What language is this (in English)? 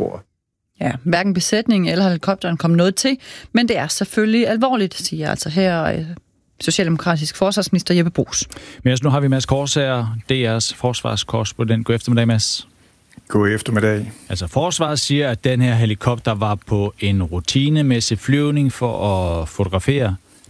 Danish